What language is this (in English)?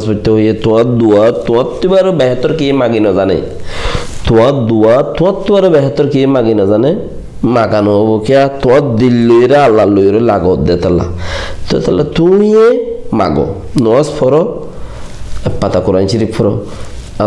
Rohingya